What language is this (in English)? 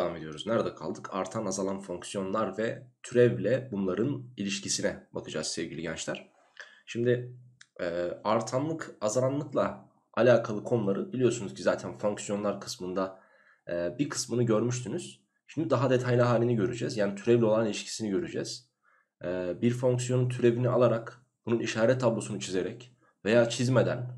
Turkish